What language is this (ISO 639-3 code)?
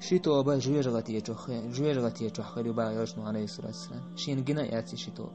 che